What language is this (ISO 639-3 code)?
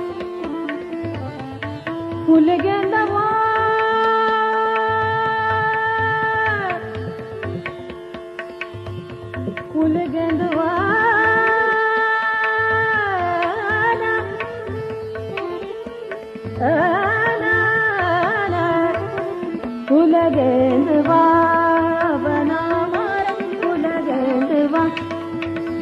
bho